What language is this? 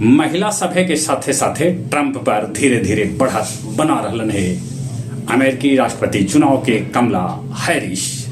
Magahi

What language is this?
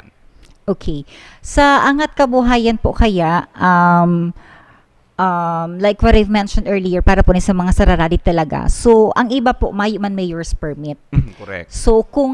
Bikol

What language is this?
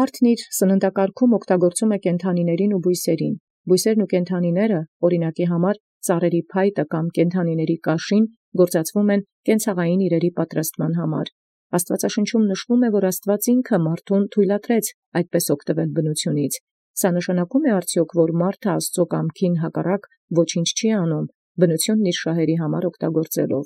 Armenian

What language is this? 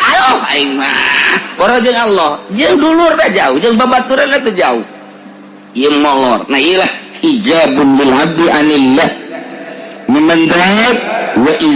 Sundanese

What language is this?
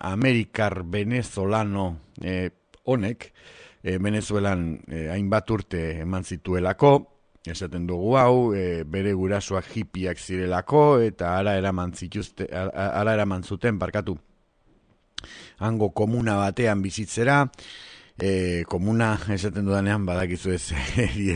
Basque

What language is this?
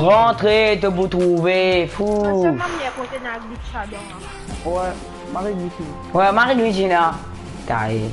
Morisyen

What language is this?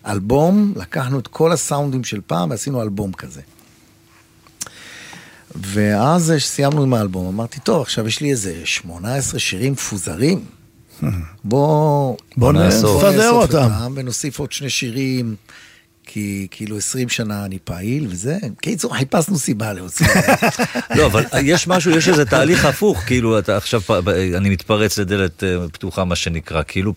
Hebrew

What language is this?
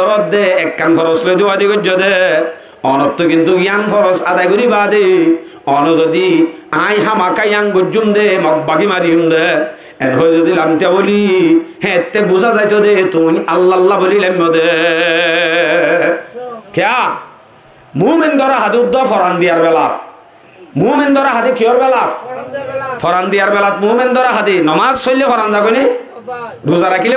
Rohingya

